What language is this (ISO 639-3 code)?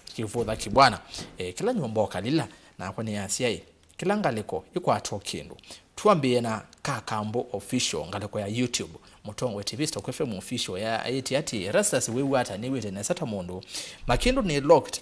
kam